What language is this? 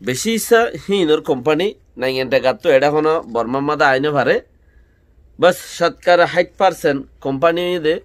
Rohingya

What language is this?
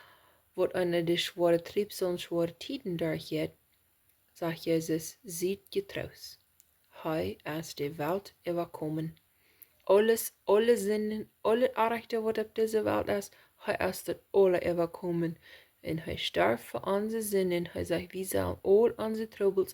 Plautdietsch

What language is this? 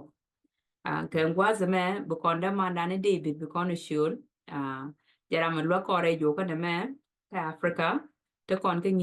Nuer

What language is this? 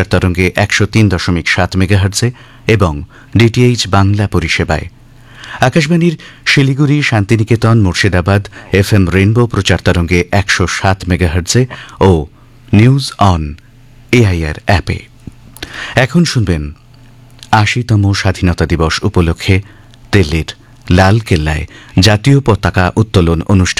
Bangla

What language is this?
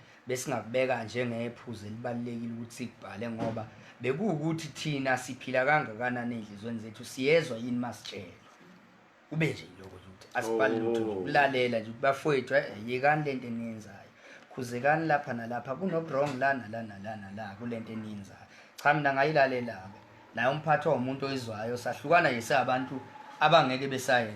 Zulu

